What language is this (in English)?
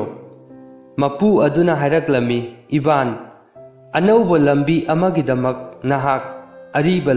Manipuri